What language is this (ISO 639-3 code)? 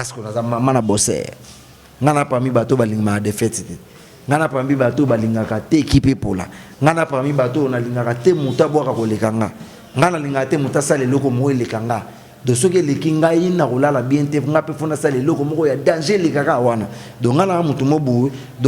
lin